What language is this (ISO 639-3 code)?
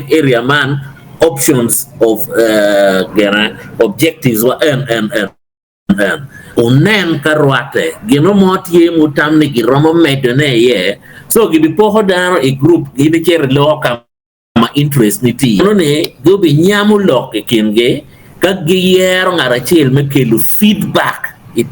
ach